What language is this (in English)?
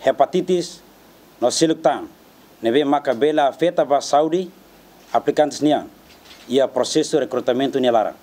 Tetum